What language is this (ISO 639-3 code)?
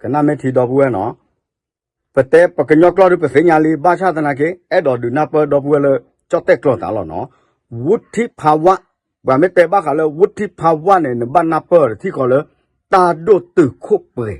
ksw